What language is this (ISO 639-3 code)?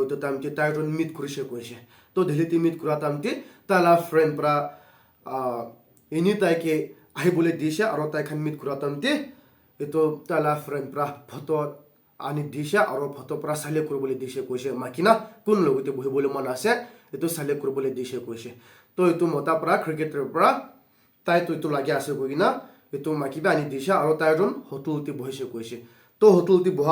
nag